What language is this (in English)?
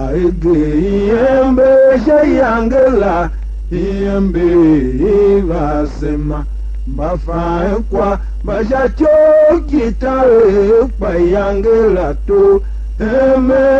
Tiv